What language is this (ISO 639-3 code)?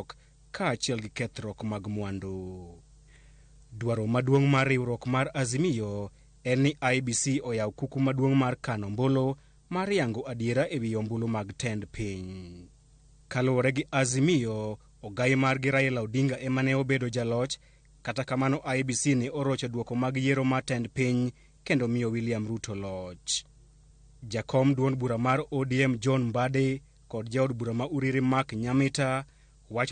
luo